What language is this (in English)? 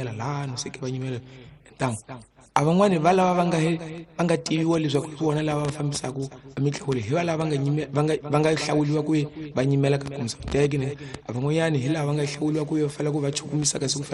Tsonga